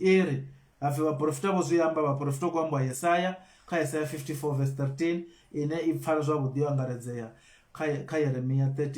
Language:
Venda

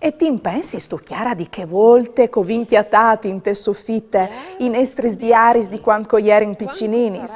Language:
Friulian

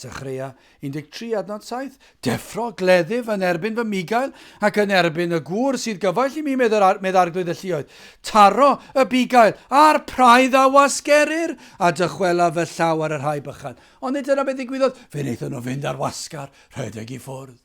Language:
Welsh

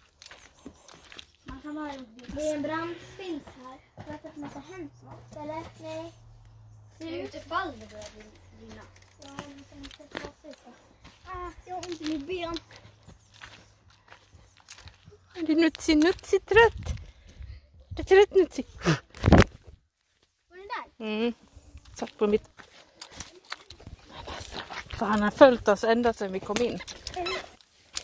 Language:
Swedish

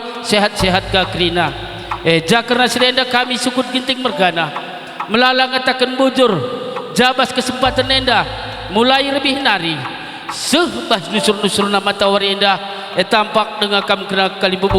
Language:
Batak Karo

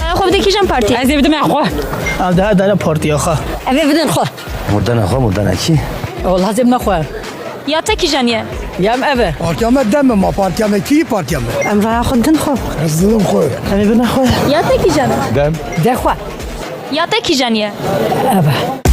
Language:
Kurdish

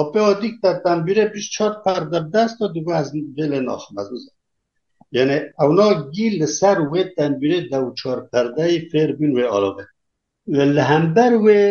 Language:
Kurdish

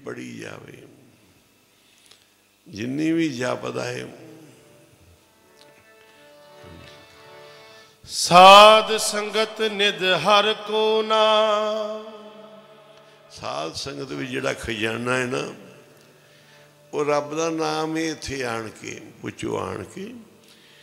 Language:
Punjabi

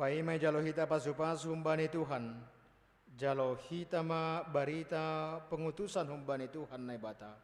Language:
Batak Simalungun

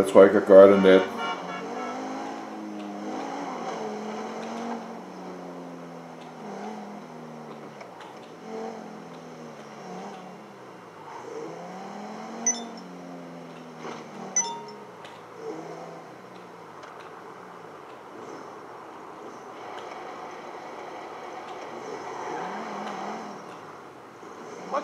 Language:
Danish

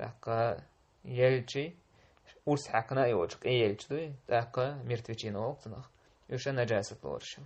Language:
Chechen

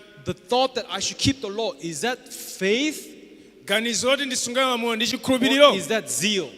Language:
Nyanja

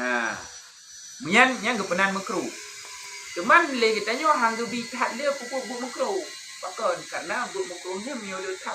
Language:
Achinese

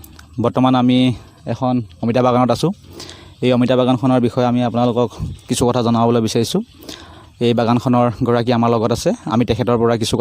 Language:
Assamese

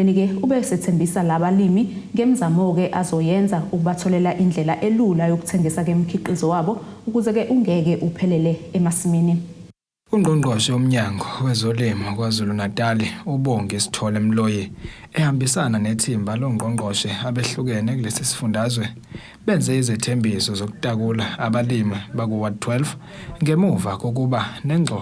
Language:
Zulu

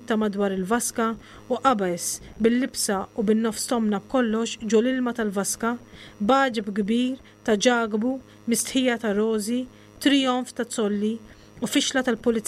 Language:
Maltese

